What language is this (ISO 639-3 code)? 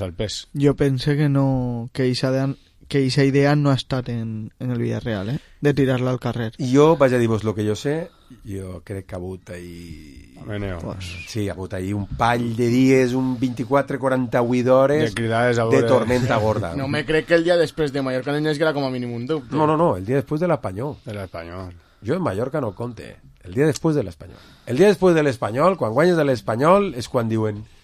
cat